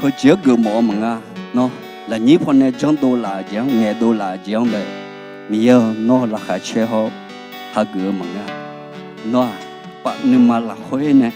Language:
Akha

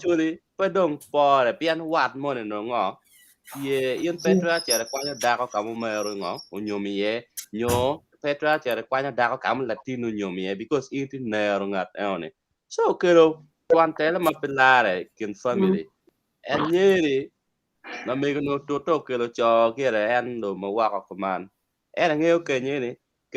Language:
Acoli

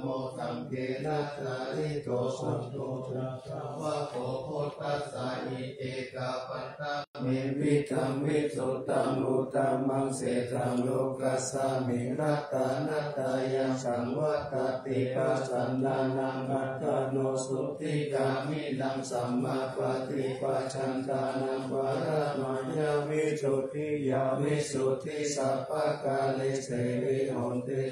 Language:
Pali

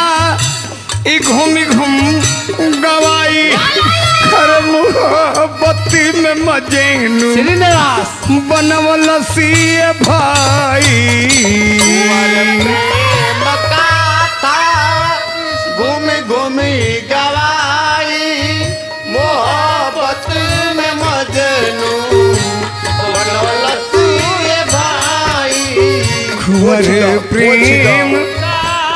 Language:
Bhojpuri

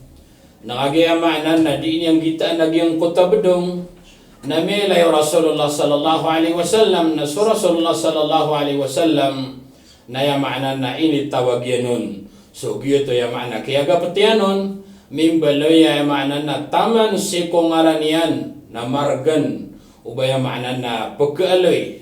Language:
Maranao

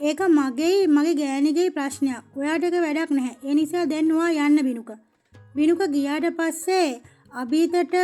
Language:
Sinhala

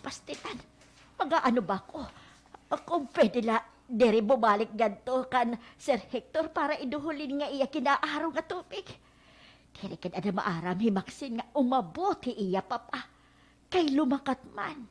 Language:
Waray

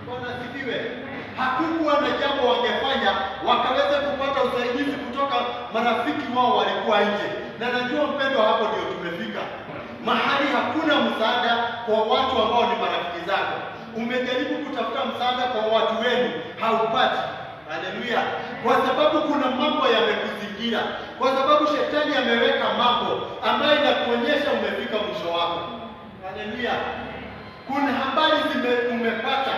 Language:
Swahili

